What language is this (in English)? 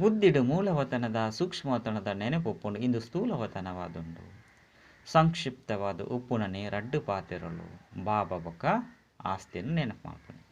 Tulu